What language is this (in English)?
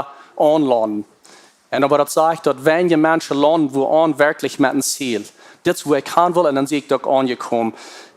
Plautdietsch